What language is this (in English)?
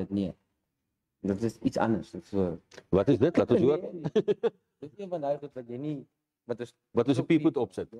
Afrikaans